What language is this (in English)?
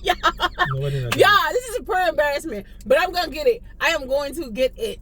Jamaican Creole English